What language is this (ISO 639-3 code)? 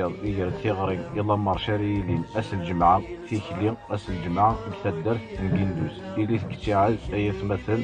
kab